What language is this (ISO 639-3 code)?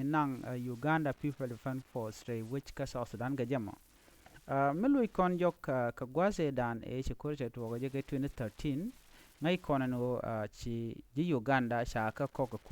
nus